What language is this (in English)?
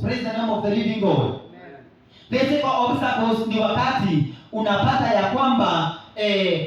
Swahili